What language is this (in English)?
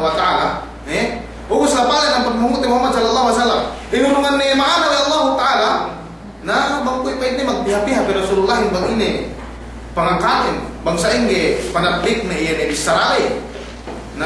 Yakan